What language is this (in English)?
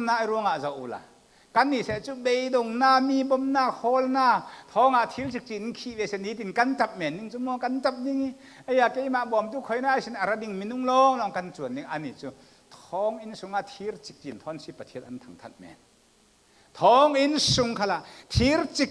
Falam Chin